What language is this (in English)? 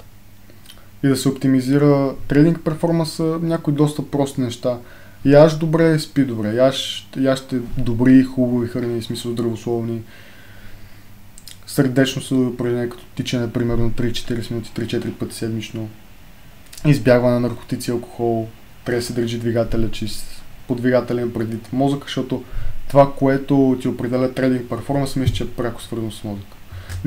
Bulgarian